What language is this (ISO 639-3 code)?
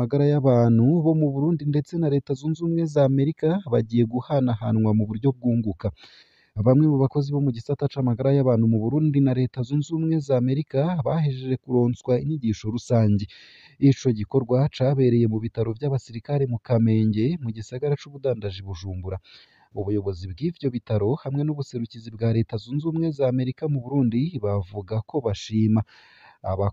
run